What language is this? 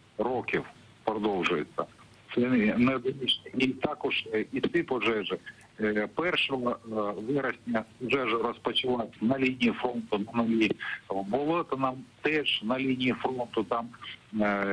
Ukrainian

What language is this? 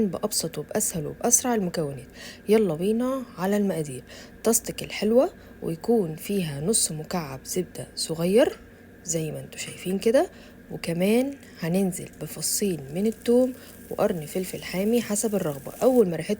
Egyptian Arabic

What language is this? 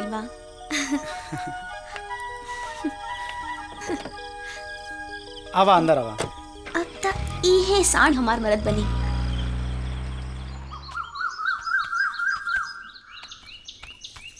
Bhojpuri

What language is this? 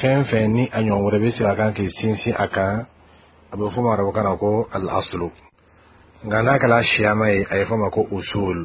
Bambara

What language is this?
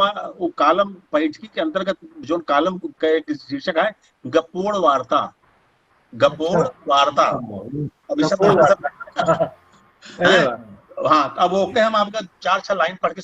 Awadhi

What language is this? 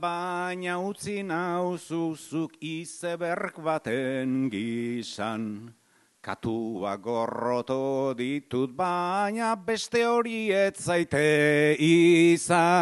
Basque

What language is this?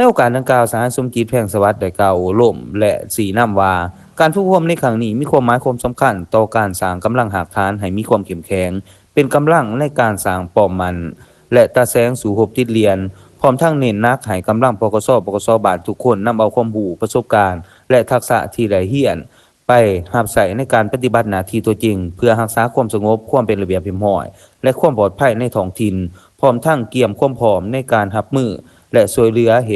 Lao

